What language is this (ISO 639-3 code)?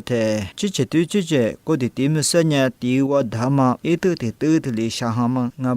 lis